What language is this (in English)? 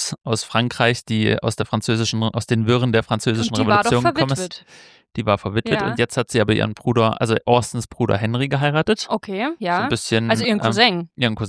German